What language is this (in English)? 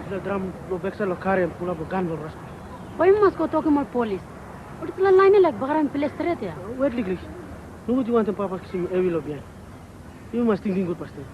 Tok Pisin